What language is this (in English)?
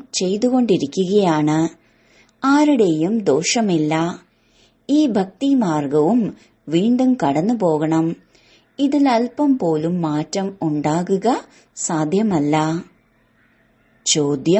Malayalam